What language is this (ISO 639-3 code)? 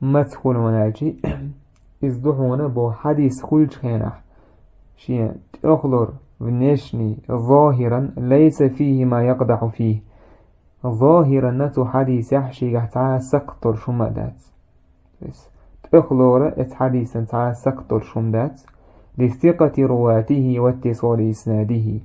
che